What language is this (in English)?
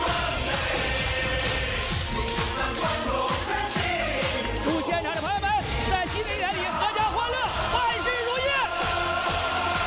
Chinese